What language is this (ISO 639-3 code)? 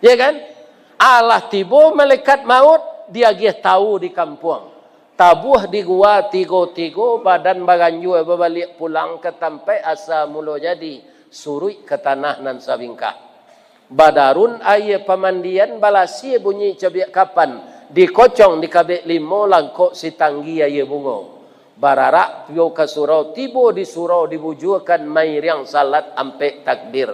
min